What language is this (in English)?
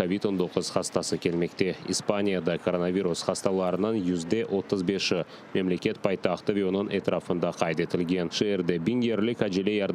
Crimean Tatar